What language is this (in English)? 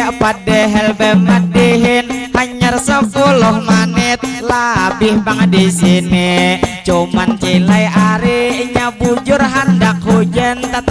Banjar